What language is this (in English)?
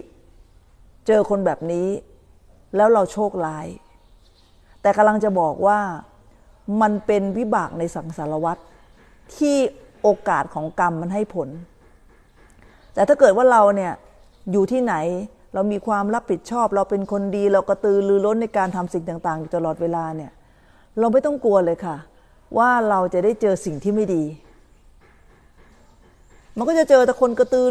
Thai